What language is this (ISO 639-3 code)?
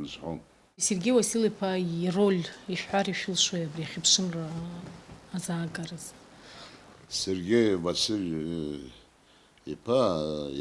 abk